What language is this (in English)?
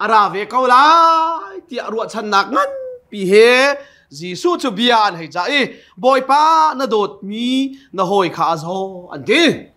Hakha Chin